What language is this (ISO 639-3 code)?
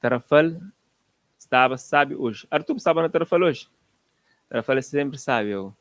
kea